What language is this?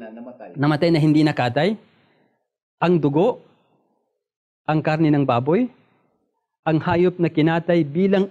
Filipino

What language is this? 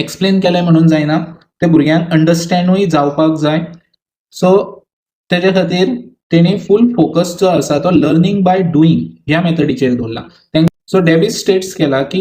Konkani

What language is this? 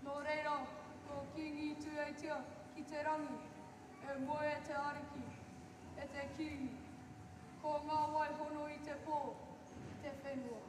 Māori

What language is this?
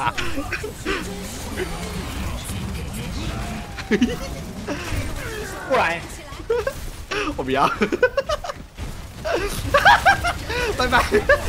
Chinese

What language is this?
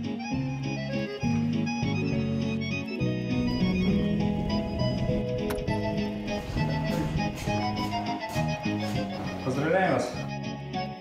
Russian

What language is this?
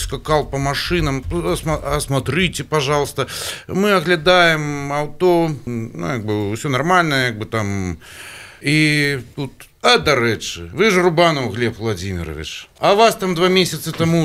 Belarusian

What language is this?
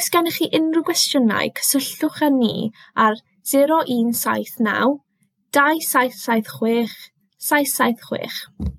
Welsh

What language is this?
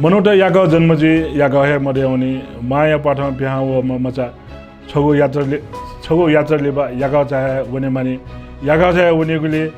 Newari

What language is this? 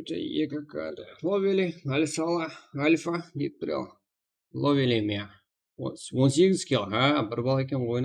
Kara-Kalpak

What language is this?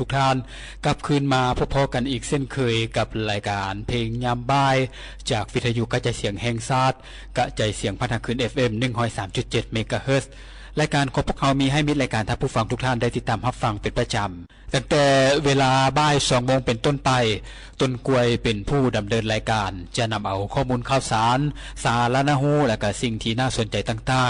Lao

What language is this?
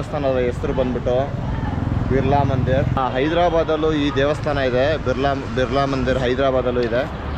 Kannada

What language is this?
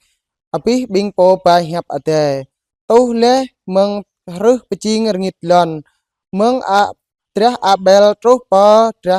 Jarai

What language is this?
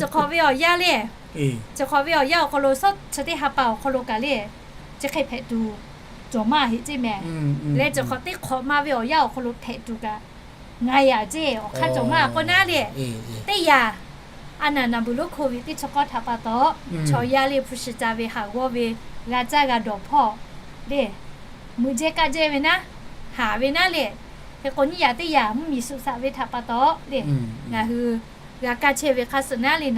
Lahu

